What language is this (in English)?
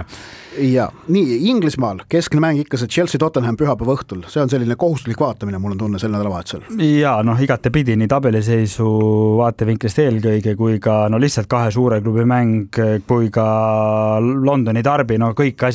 Estonian